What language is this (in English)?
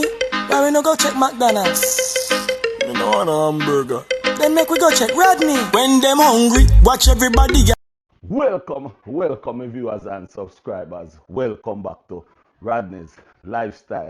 Jamaican Creole English